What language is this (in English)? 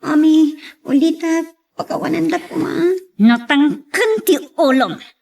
Iloko